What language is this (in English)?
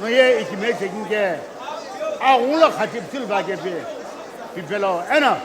Sumi Naga